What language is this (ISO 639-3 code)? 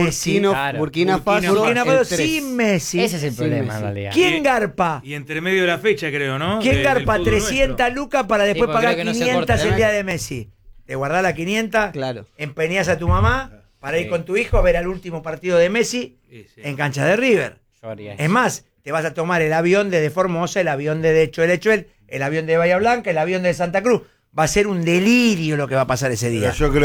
spa